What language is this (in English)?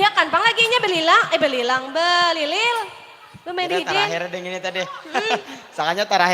Banjar